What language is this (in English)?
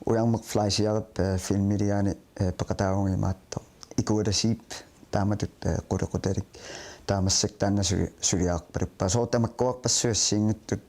Kalaallisut